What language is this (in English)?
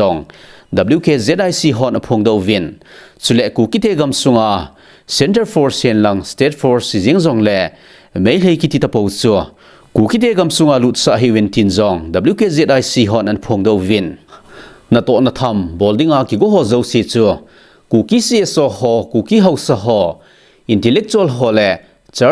Thado Chin